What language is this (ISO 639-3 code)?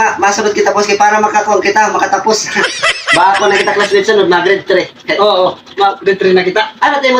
war